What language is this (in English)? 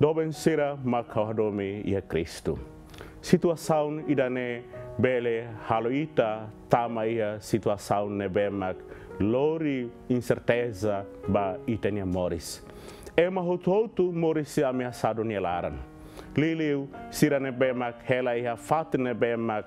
Tetum